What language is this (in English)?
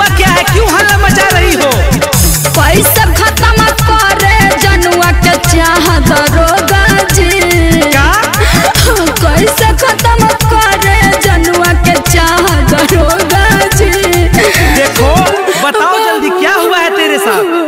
Bhojpuri